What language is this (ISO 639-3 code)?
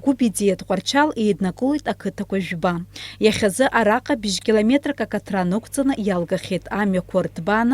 abk